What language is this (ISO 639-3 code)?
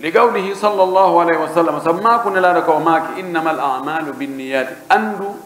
fuf